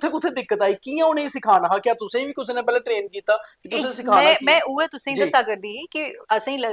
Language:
Dogri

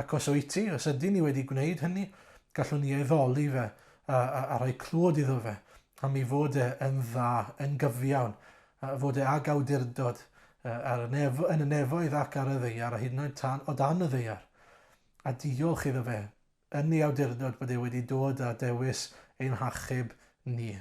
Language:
Welsh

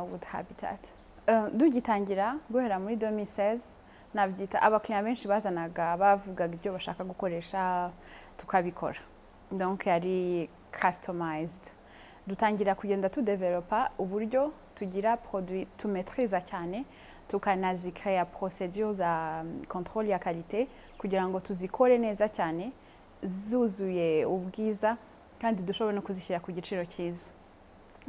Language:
Kinyarwanda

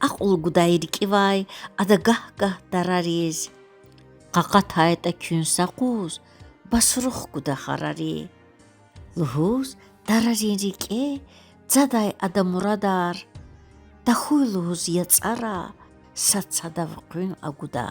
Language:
Lezghian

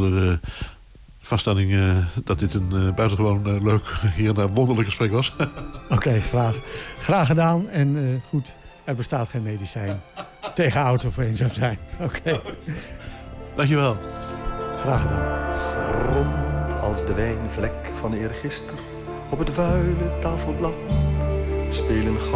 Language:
Dutch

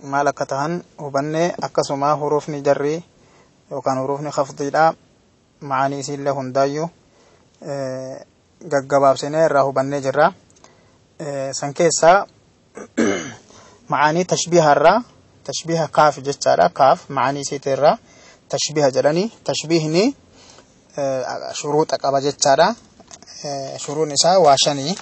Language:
Oromo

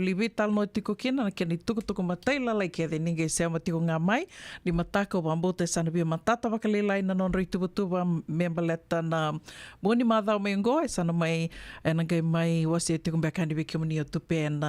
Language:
Fijian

